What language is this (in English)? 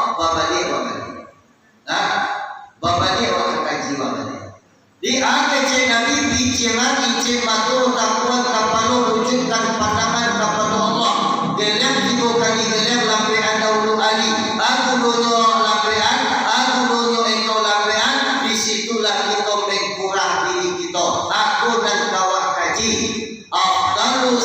Minangkabau